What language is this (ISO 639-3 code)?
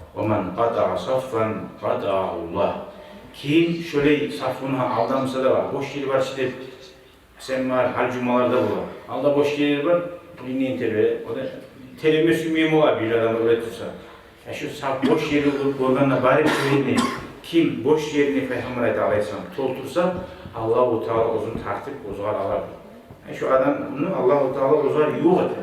kum